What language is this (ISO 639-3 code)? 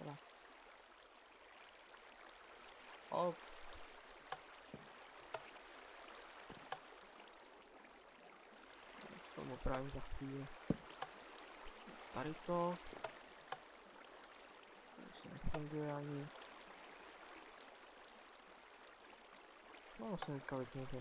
ces